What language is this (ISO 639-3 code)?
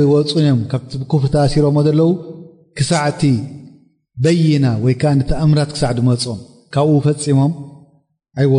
tir